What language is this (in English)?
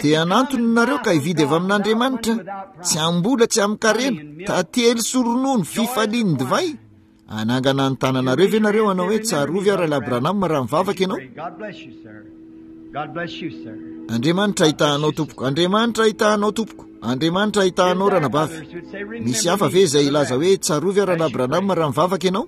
Malagasy